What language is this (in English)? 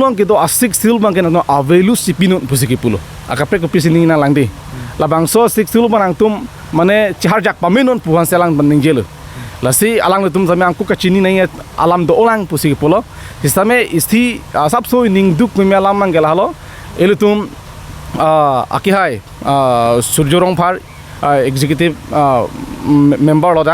Karbi